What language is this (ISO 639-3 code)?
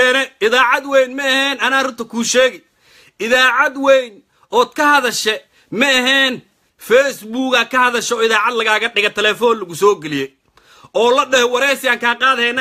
som